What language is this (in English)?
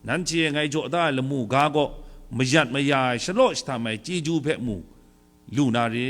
Kachin